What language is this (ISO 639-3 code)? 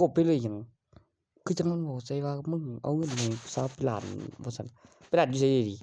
tts